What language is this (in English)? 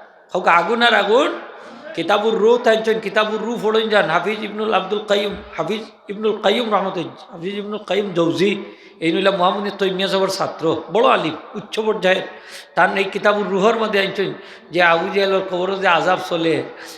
Sylheti